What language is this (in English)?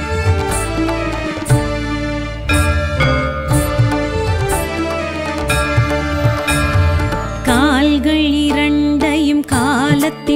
Tamil